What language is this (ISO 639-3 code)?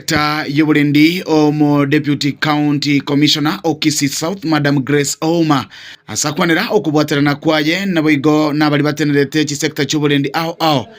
guz